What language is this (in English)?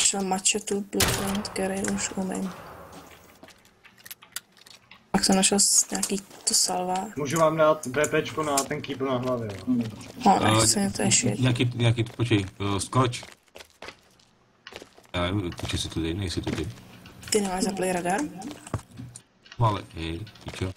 Czech